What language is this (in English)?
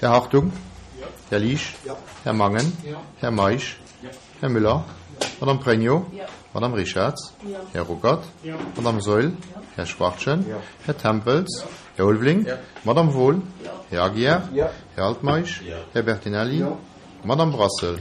Luxembourgish